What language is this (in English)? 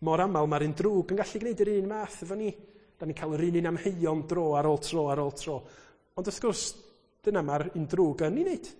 Welsh